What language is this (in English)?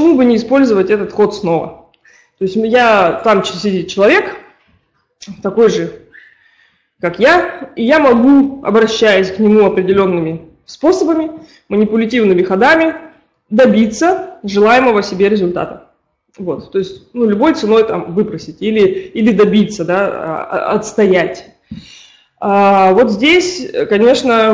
Russian